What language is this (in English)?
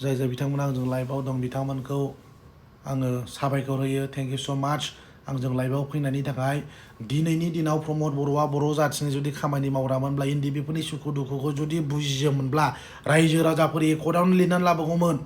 Bodo